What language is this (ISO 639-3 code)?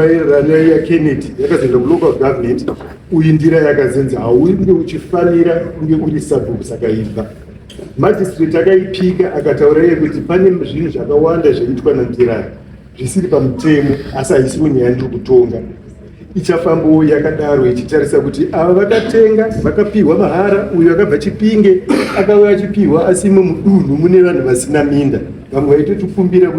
sna